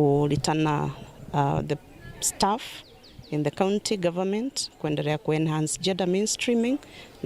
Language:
Meru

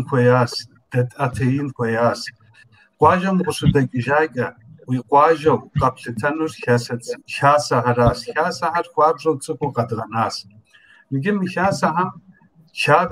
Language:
Kabardian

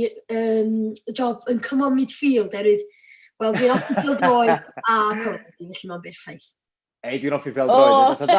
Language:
Welsh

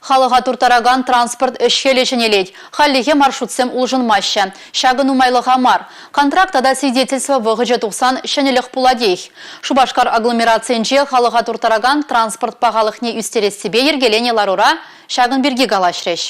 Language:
Chuvash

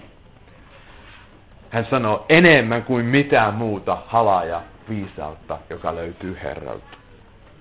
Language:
Finnish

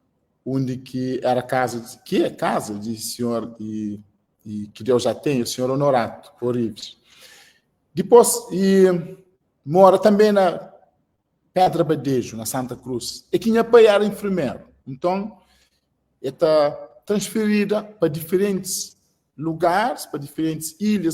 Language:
Kabuverdianu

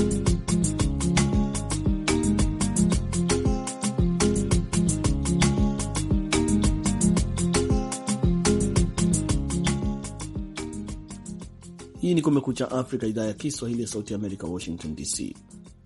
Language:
Swahili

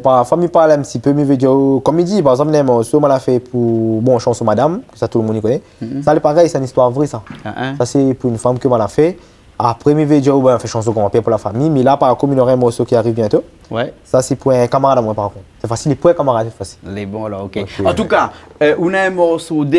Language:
Réunion Creole French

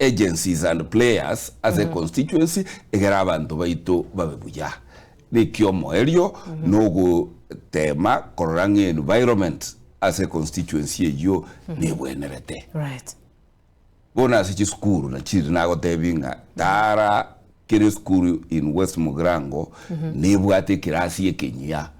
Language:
Gusii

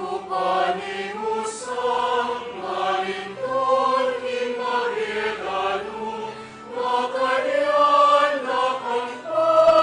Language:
Pampanga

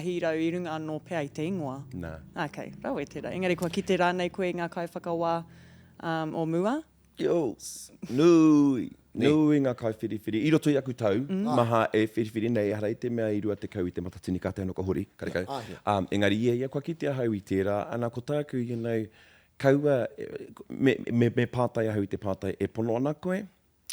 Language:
Māori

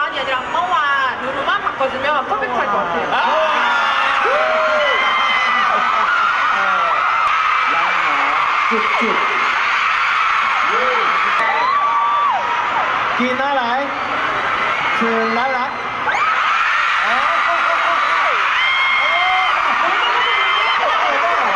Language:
Thai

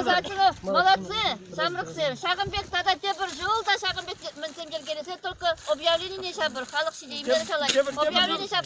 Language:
Chuvash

